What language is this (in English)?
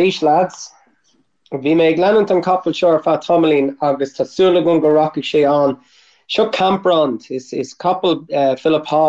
Irish